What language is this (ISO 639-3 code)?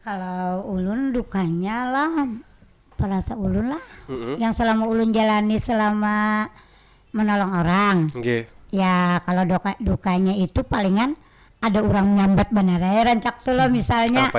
bjn